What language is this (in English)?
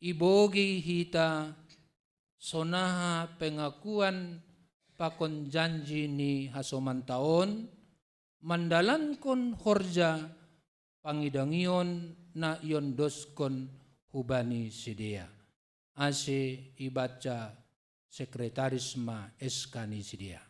Batak Simalungun